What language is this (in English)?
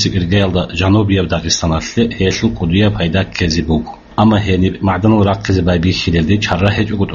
Avaric